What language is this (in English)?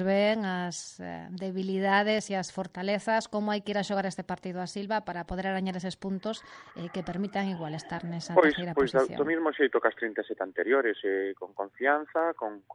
Galician